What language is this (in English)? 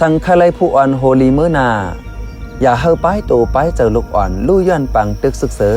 Shan